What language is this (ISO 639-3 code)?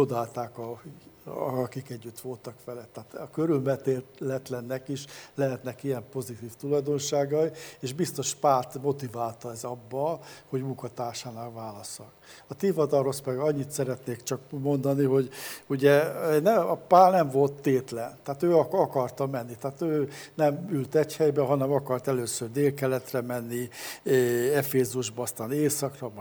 hun